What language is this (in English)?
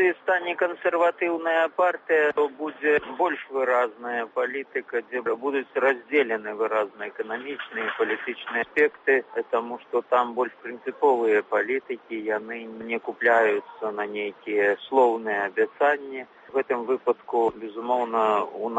Belarusian